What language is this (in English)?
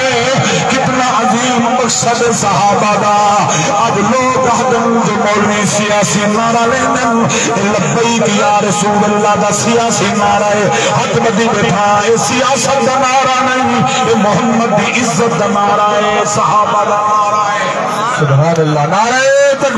Saraiki